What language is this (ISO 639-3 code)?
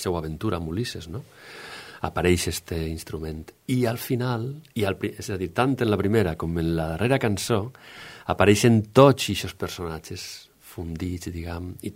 cat